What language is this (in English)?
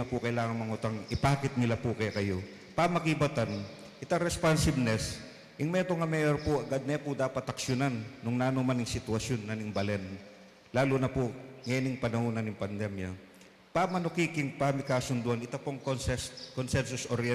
Pampanga